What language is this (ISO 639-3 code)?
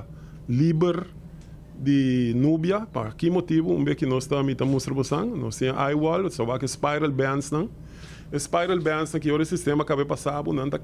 pap